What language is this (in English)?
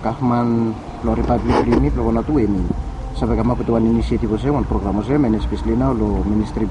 Bislama